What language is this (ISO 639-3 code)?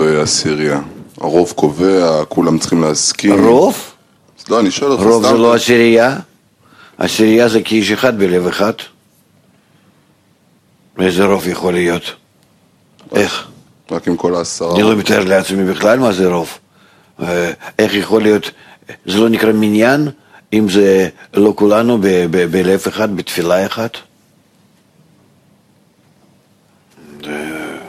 heb